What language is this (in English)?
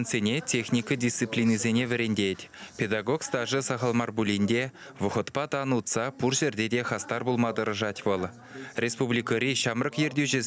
Chuvash